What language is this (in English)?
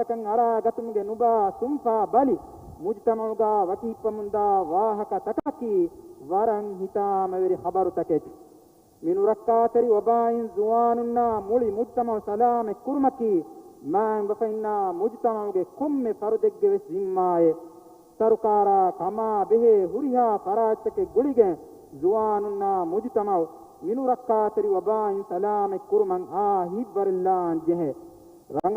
Divehi